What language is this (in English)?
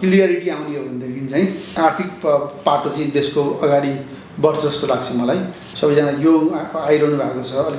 Nepali